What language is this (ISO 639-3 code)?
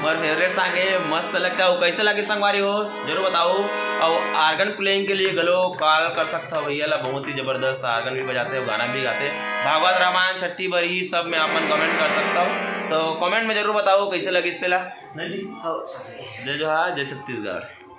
hne